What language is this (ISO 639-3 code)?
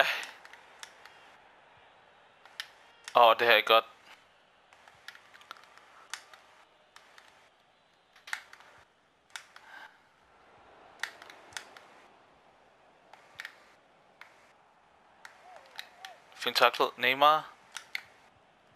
dan